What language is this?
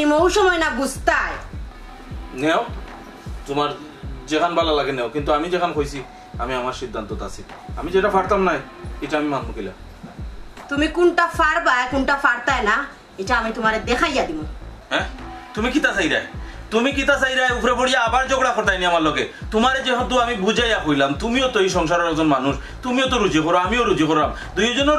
Sylheti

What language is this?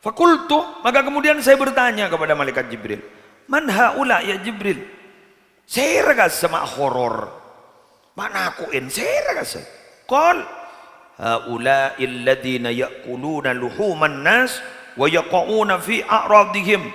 Madurese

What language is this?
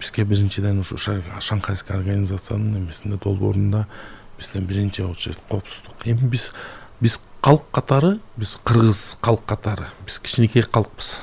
Kyrgyz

